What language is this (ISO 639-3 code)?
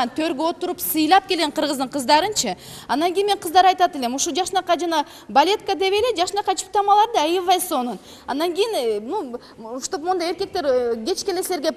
kir